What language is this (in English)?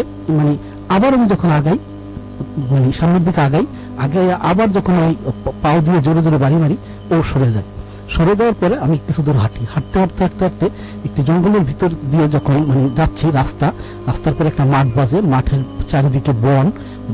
Bangla